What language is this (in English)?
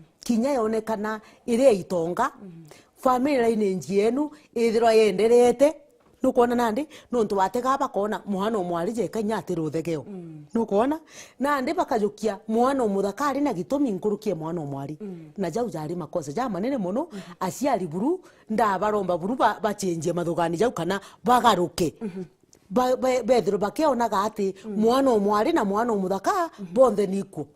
Meru